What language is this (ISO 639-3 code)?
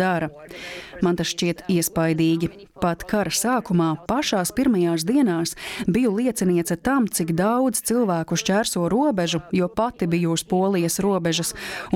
lav